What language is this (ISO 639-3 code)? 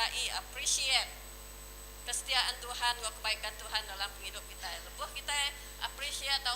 iba